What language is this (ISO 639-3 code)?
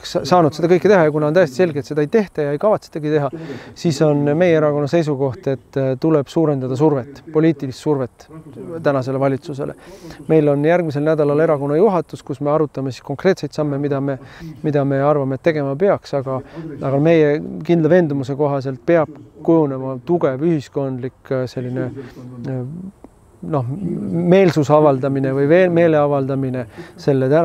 est